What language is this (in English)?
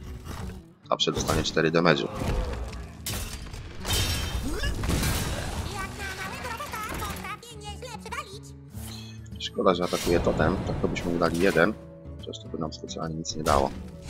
Polish